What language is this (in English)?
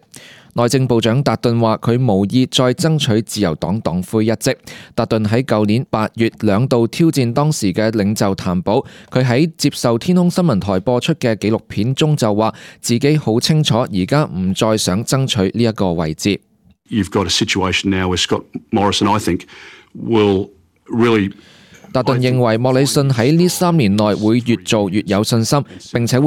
Cantonese